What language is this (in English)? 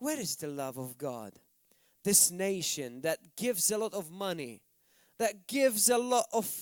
English